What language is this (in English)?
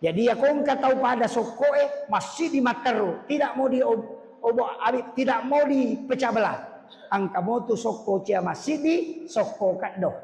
Buginese